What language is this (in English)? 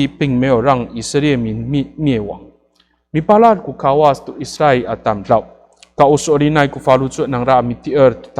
Amis